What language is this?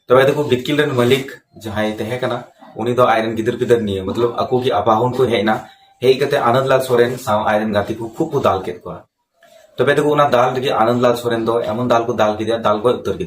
Santali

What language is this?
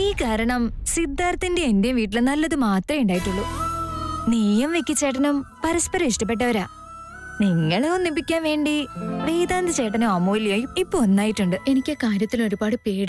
Malayalam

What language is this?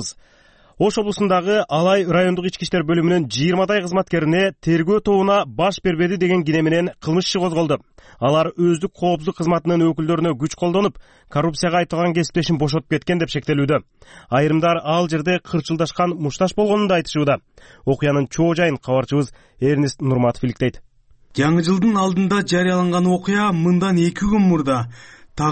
Kyrgyz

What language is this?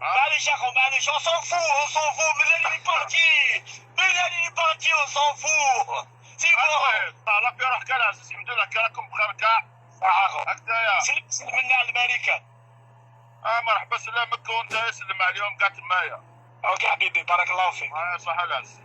Algerian Arabic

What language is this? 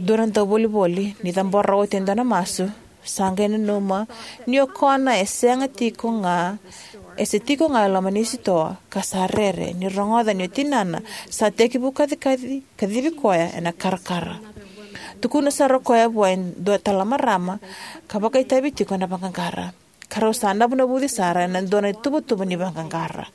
Fijian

